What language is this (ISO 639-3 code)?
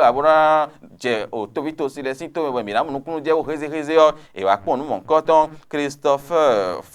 fon